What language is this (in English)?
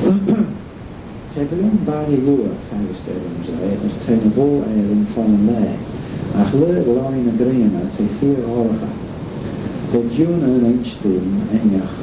Manx